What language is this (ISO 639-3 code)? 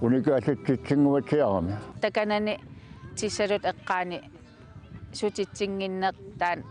kal